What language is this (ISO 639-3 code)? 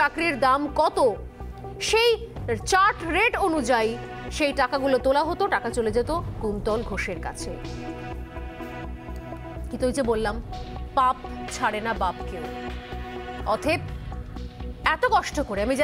ben